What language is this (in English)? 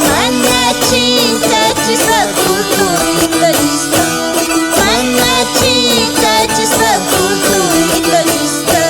South Bolivian Quechua